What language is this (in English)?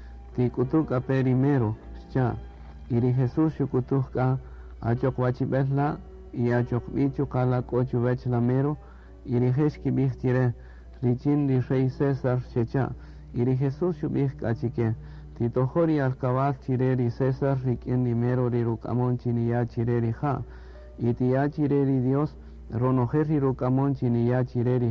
Kaqchikel